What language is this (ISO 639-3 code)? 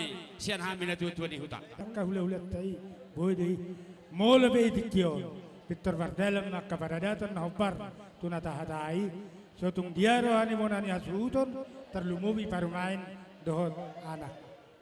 bbc